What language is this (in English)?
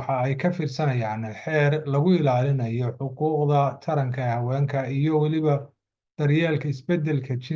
Somali